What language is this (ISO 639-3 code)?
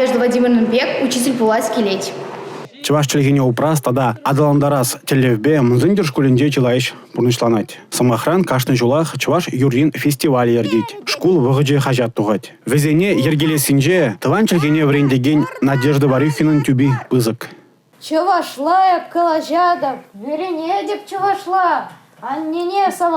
chv